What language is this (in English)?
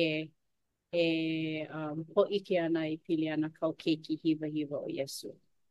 Hawaiian